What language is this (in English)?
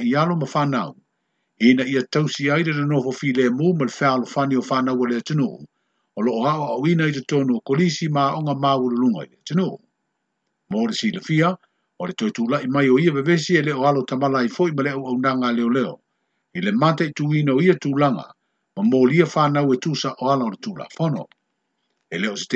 Samoan